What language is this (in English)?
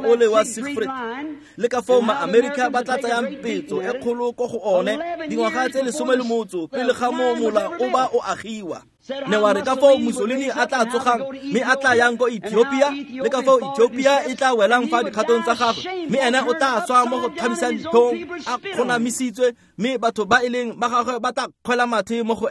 Tswana